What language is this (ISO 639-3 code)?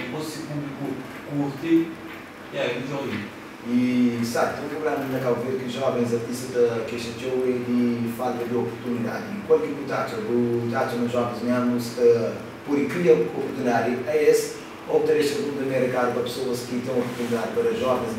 kea